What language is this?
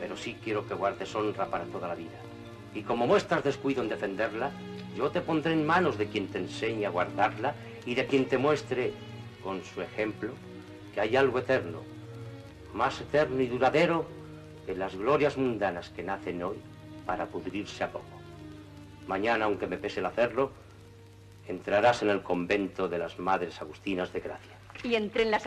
Spanish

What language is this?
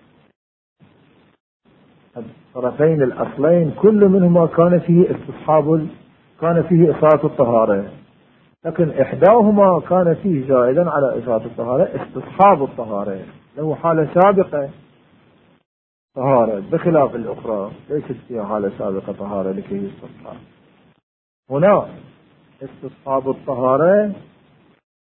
Arabic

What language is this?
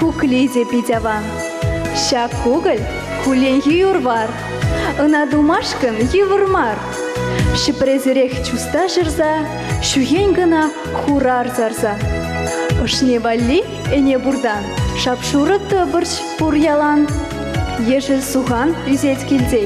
Chuvash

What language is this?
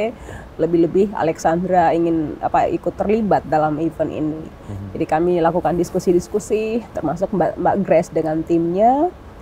Indonesian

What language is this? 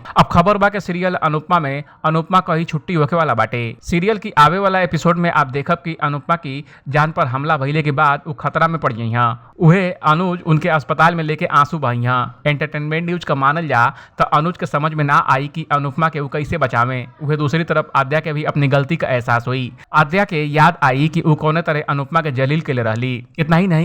Bhojpuri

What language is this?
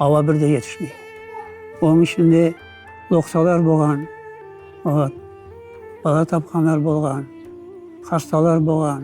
Crimean Tatar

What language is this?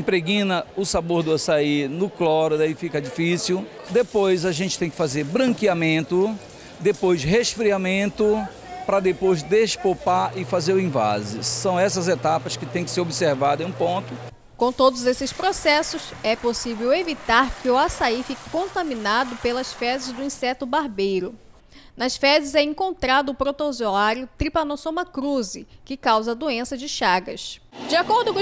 Portuguese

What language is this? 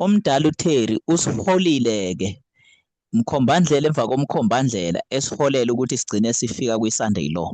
Zulu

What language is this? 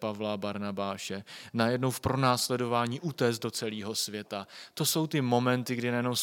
Czech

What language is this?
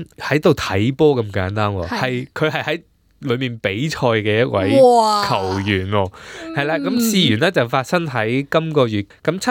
Cantonese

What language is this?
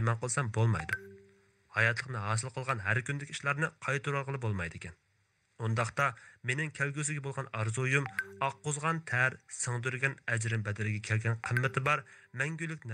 Uyghur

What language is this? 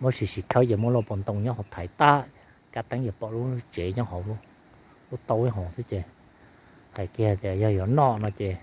Hmong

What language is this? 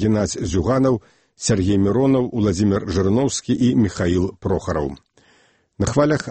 Belarusian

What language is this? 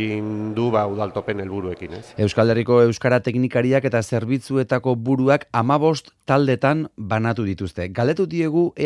Basque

